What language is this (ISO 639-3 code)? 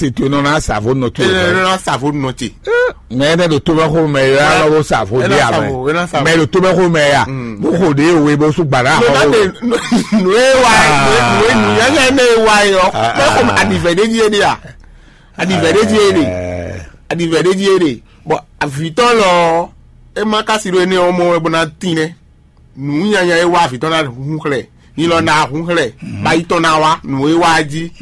fon